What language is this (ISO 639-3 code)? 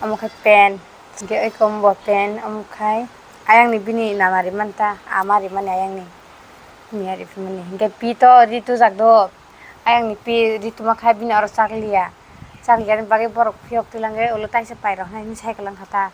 trp